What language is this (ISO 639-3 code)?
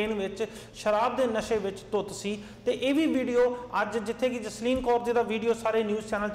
pan